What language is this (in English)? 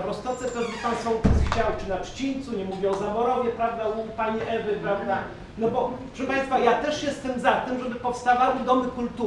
Polish